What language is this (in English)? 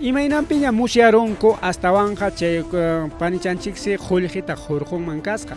Ayacucho Quechua